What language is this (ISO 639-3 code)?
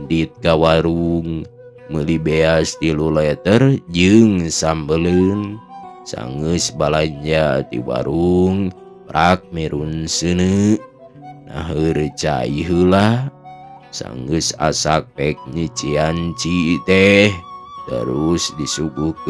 sun